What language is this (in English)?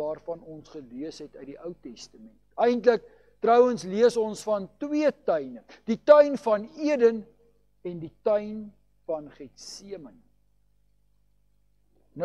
Afrikaans